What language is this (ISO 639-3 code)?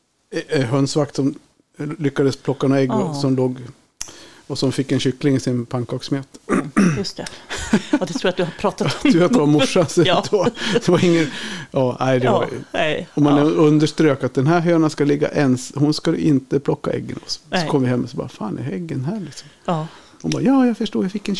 swe